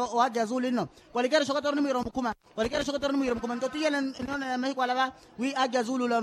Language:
Makhuwa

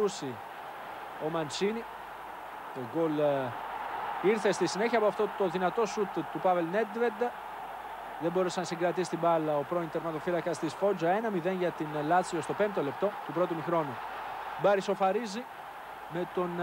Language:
Greek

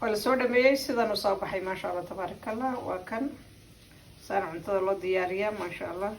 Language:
Somali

